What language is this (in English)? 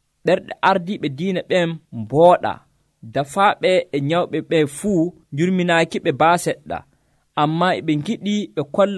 Nigerian Fulfulde